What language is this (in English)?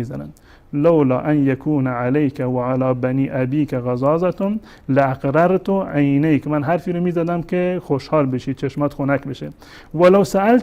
Persian